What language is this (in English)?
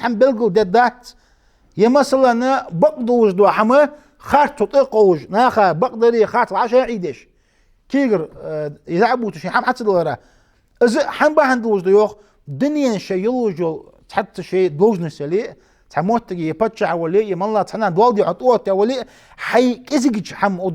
Ingush